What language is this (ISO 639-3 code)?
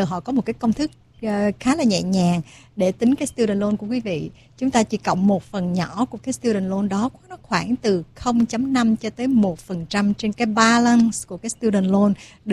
vie